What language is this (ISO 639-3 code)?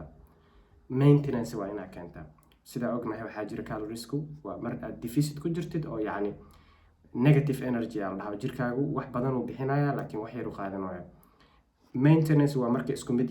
som